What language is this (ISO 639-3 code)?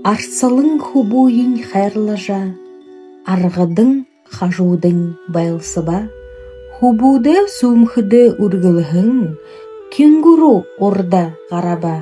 bua